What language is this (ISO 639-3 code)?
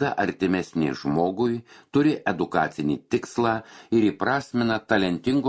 lit